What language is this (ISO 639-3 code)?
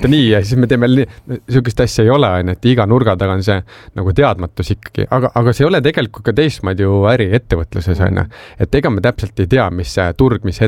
est